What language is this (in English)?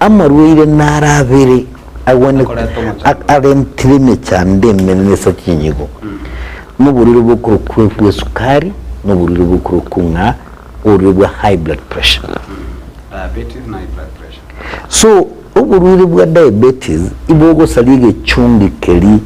Gusii